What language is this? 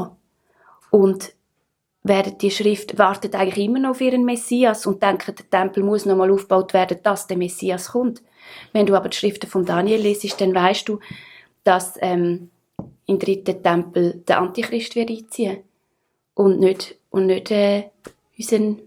Swiss German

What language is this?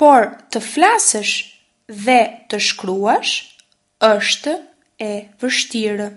Albanian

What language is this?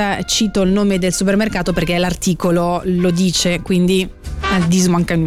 Italian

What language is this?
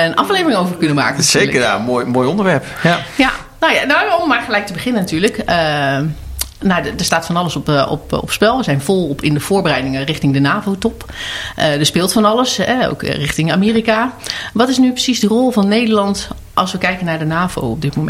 Dutch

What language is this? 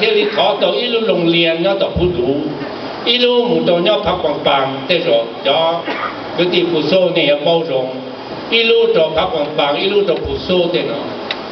Hmong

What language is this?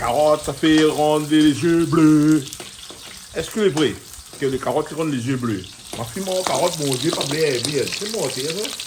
Réunion Creole French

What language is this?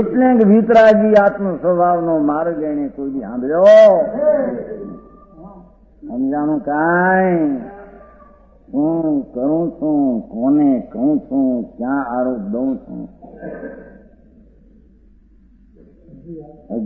Gujarati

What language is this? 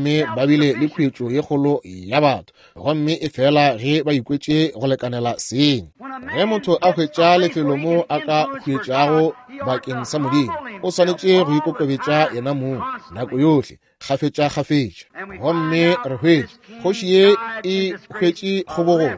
Northern Sotho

